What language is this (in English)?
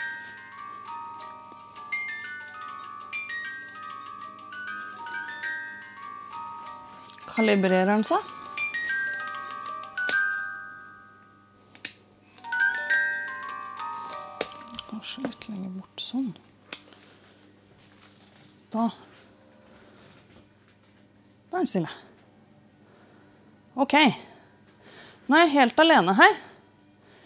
Norwegian